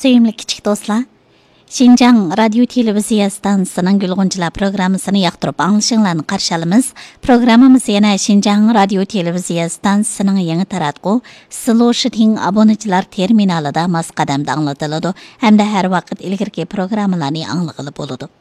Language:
Uyghur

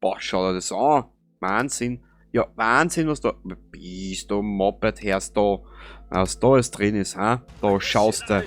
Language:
Bavarian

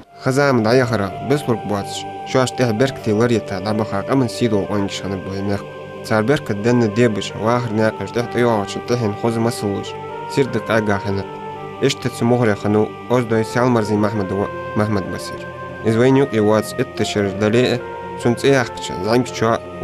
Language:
Ingush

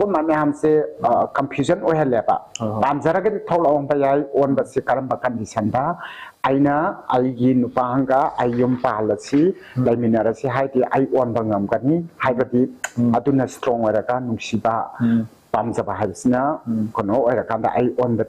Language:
Manipuri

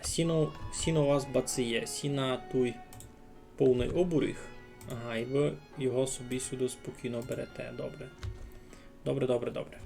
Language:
Rusyn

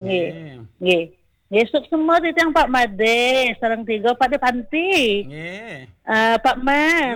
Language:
Balinese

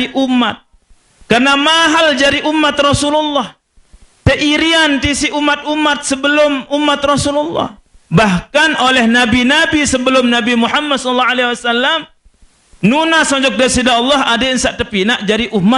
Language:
Sasak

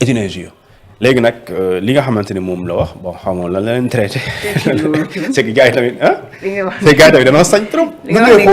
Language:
Wolof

